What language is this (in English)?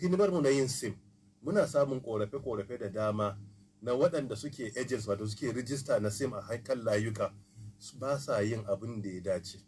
Hausa